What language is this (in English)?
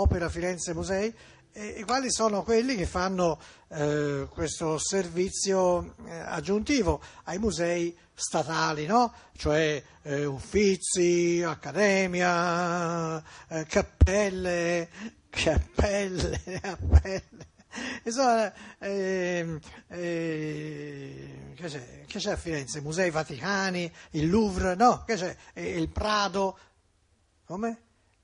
Italian